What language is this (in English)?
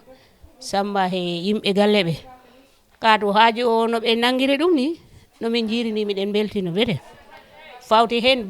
Fula